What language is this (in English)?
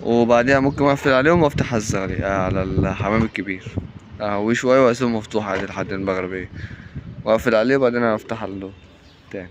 Egyptian Arabic